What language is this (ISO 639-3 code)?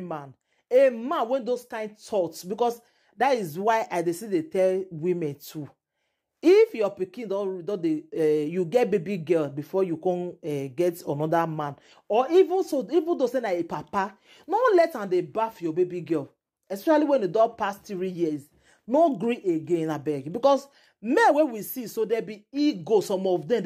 pcm